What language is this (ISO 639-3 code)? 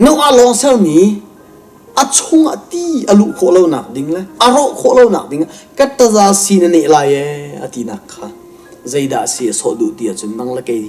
cnh